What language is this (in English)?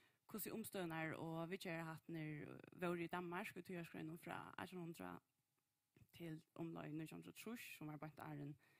Faroese